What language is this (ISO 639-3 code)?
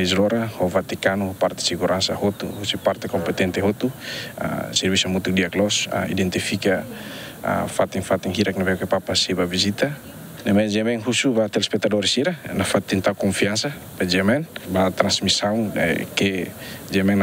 tet